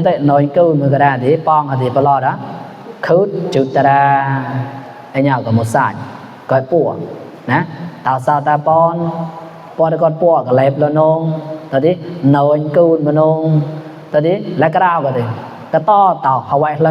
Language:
Mon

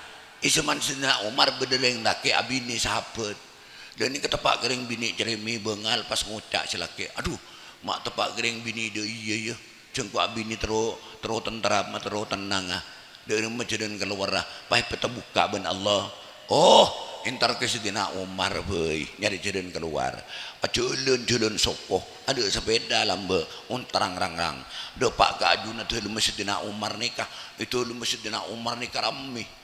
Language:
Madurese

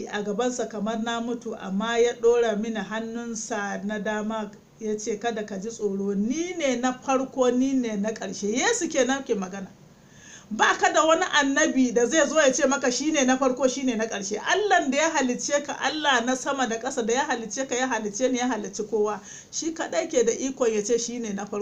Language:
Hausa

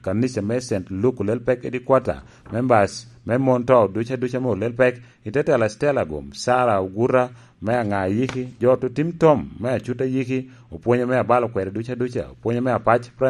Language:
Lango (Uganda)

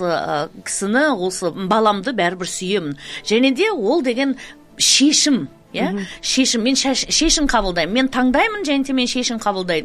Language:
Kazakh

